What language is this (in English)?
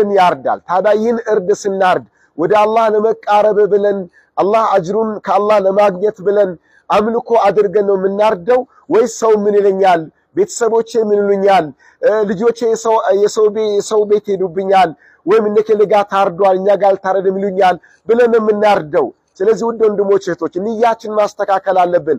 Amharic